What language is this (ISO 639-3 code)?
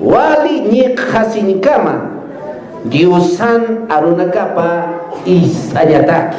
aym